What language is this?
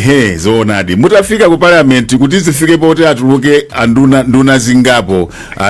Nyanja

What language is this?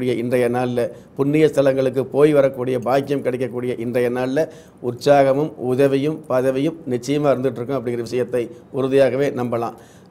Tamil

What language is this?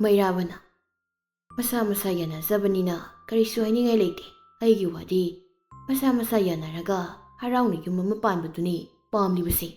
Manipuri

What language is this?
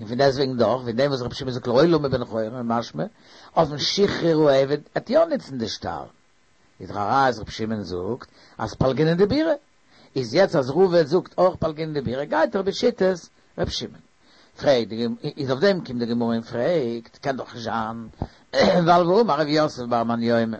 Yiddish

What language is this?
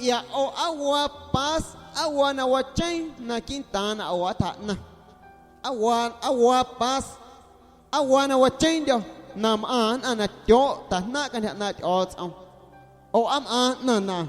Guerrero Amuzgo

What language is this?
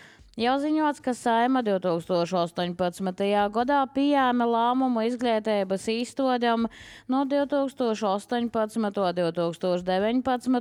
Latvian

